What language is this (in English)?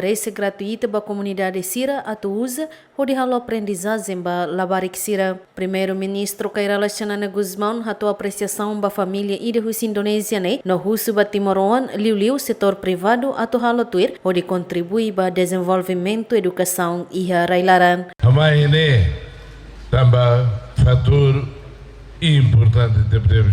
Tetum